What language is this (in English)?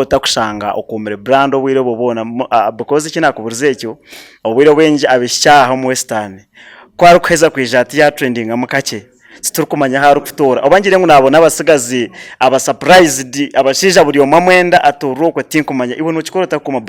Nyankole